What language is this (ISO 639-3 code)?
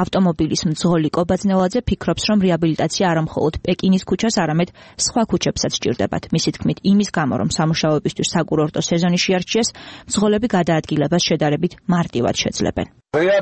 kat